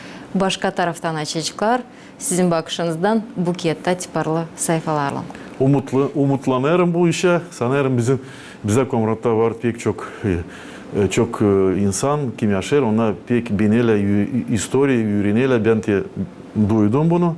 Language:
Gagauz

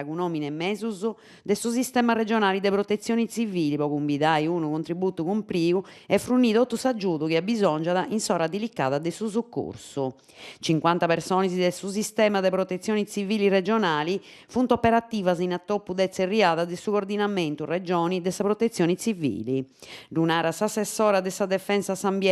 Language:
Sardinian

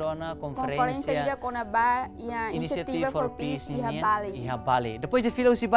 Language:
Tetum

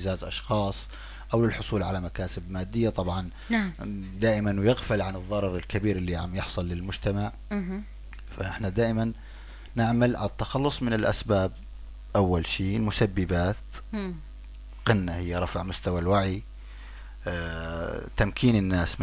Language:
North Levantine Arabic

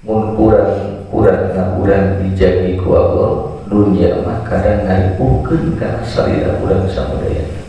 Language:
Sundanese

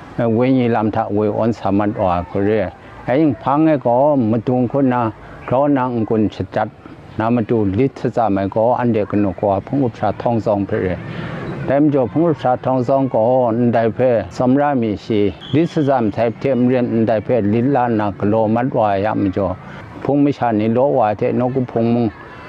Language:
Kachin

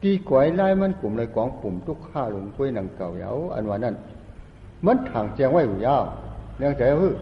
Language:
Shan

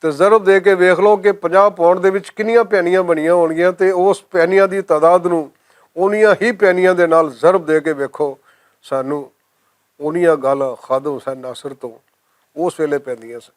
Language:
Western Panjabi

